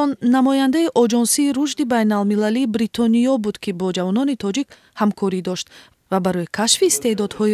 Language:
Tajik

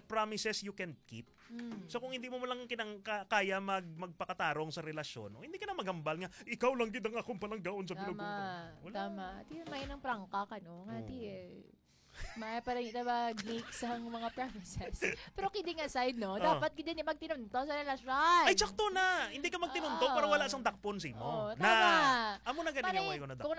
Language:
Hiligaynon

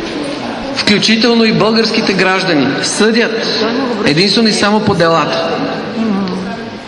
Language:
Bulgarian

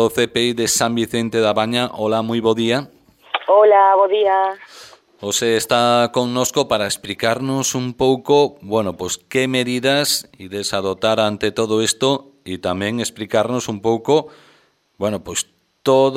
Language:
Galician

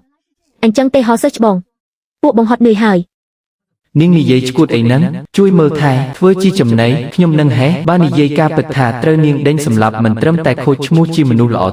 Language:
Khmer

